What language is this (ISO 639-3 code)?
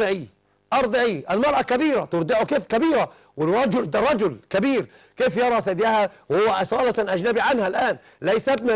ara